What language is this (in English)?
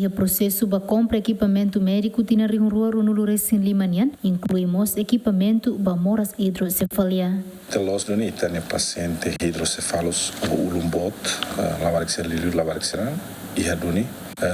Tetum